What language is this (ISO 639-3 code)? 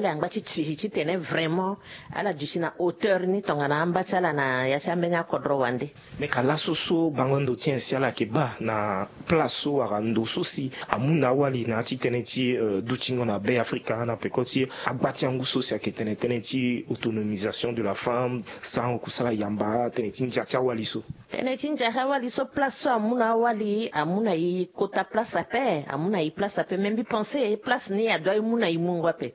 sag